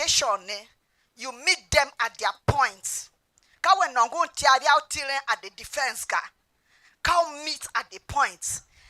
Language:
Tiv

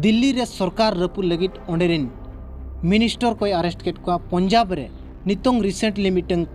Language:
Santali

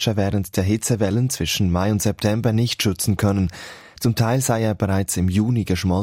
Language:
German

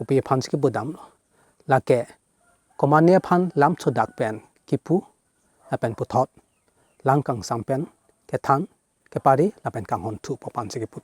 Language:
Karbi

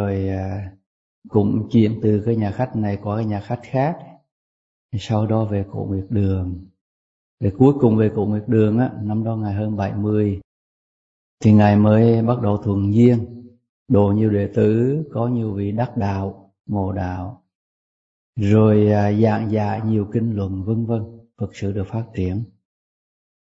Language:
Vietnamese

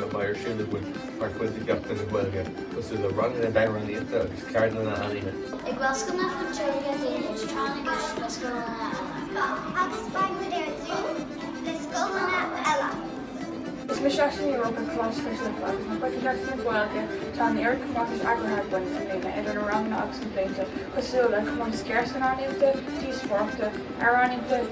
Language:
Irish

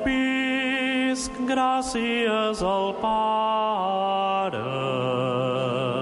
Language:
Catalan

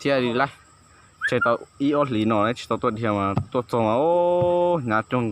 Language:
Hmong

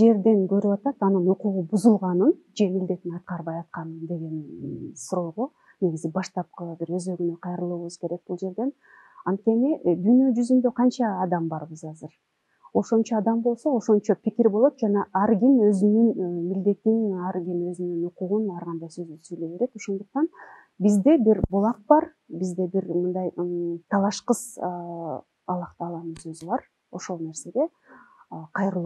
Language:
Kyrgyz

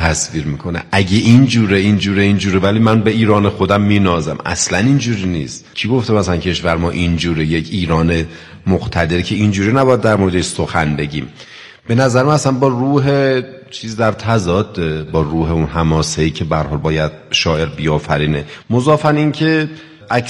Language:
Persian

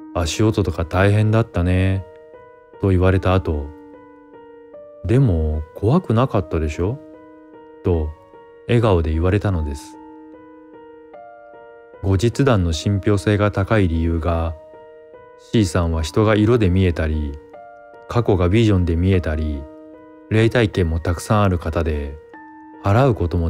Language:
Japanese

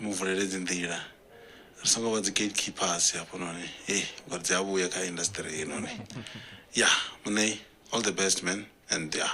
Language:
Venda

